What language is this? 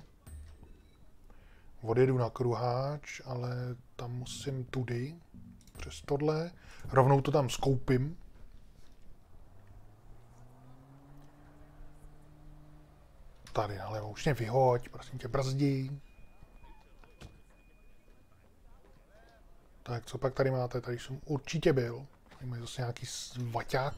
Czech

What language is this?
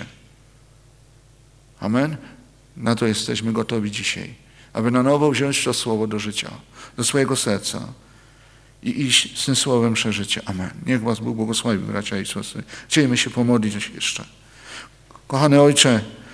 Polish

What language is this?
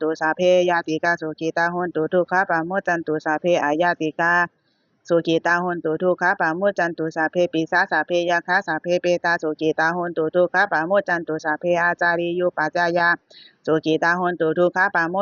Pali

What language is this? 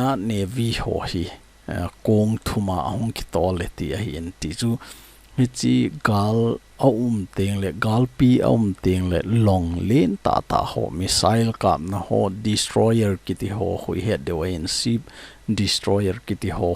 Thado Chin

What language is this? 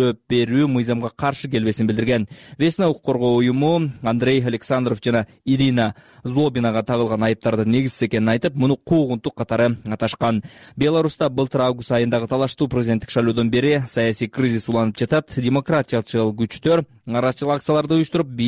Kyrgyz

